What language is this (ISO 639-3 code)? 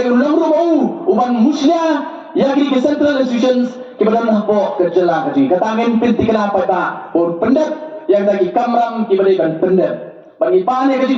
kha